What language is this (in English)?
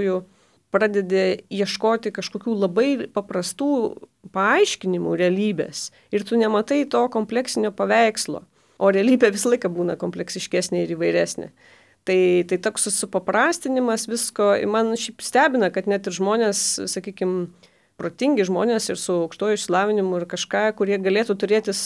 Lithuanian